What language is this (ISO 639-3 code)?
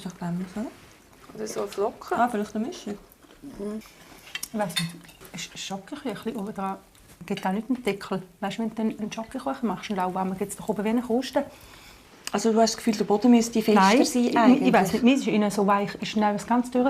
gsw